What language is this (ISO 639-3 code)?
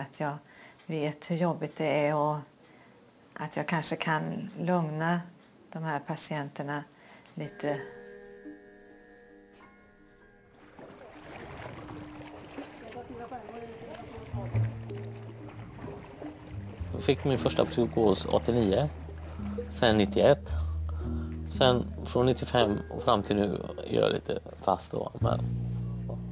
swe